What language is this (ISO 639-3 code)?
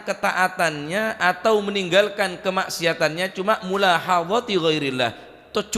mad